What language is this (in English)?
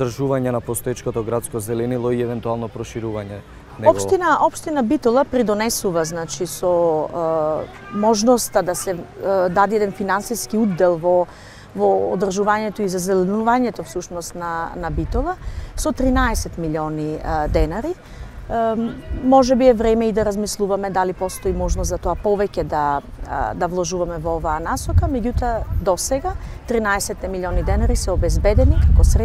Macedonian